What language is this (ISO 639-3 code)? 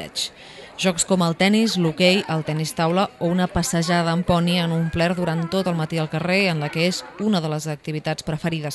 cat